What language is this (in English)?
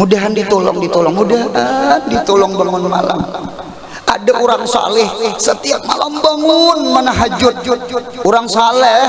Banjar